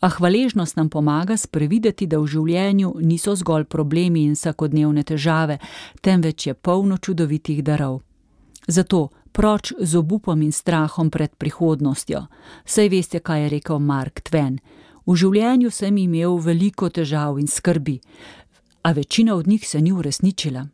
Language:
Slovenian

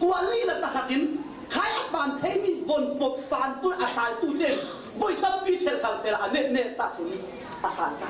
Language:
Falam Chin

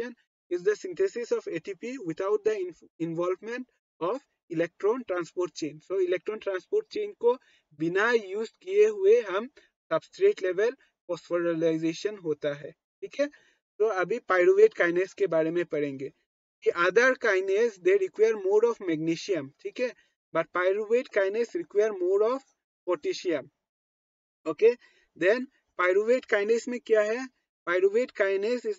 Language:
Hindi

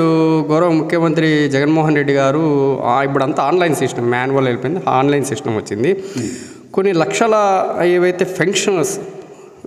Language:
Telugu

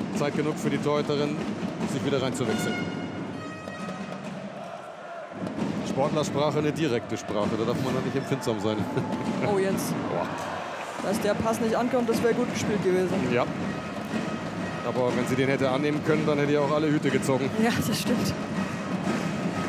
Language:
German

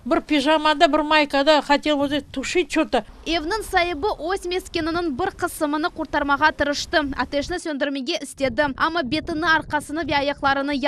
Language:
Crimean Tatar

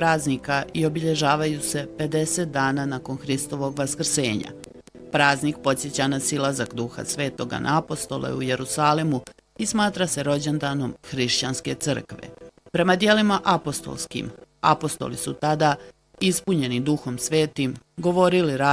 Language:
Bosnian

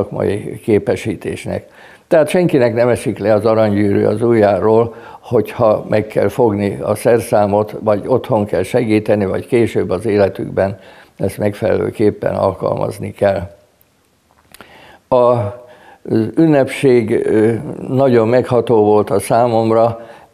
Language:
Hungarian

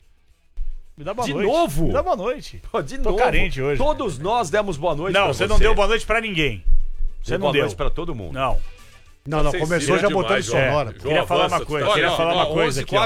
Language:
Portuguese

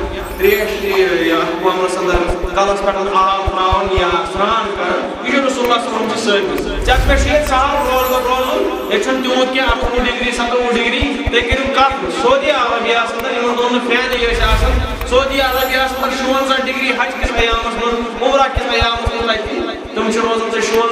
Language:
Kashmiri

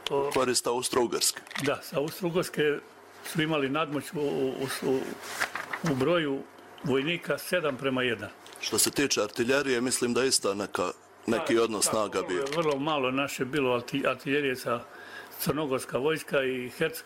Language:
Serbian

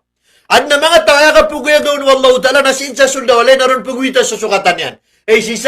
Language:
Maranao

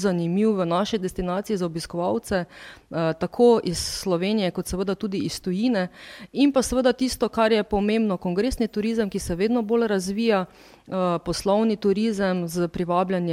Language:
Slovenian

